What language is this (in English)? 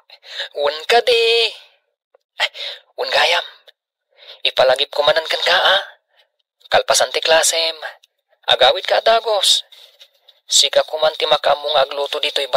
Iloko